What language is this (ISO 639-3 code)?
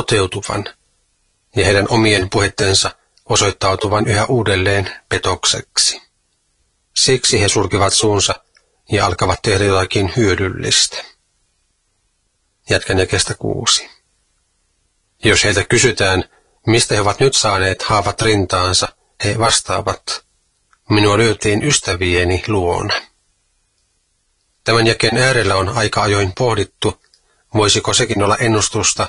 fin